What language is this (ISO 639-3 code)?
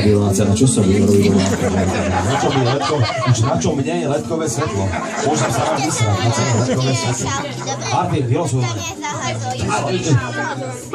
slk